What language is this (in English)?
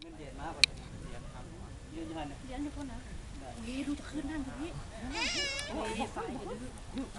Lao